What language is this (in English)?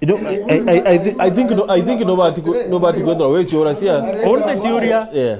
Meru